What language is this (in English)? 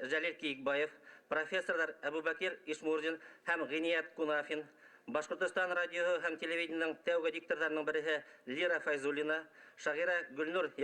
Bashkir